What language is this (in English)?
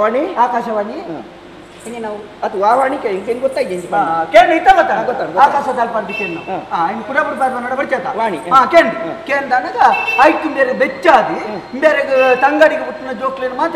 Tulu